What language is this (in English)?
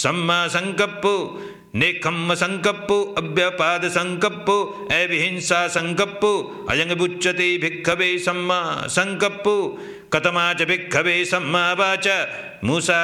Pali